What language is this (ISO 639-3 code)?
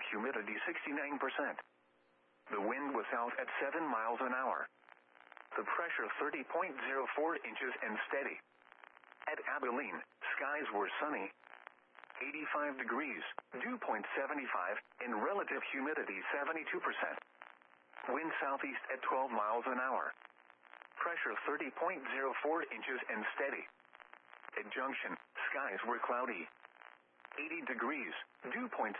eng